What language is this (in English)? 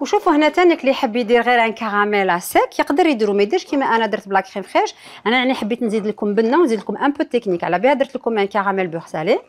Algerian Arabic